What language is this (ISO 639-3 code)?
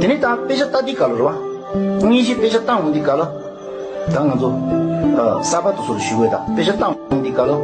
bod